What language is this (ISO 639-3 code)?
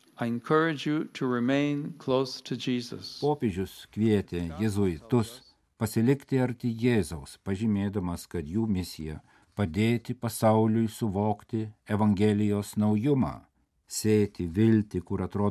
lit